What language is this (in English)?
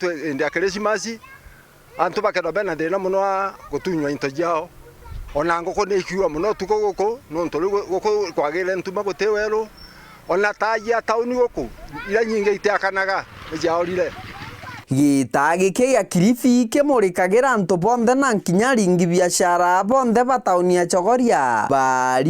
Meru